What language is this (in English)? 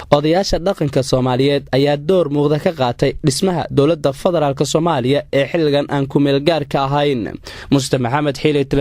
Somali